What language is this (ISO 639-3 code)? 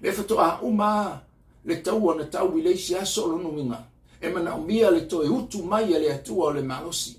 smo